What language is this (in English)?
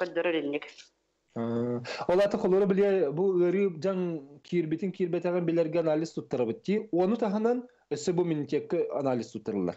Yakut